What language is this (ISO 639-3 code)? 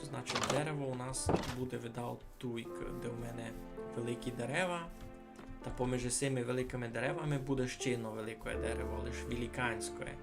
rue